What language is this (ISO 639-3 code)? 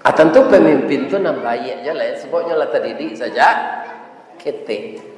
min